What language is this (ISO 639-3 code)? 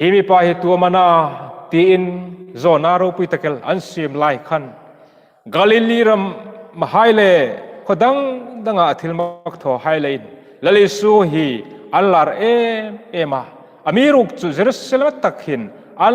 hmr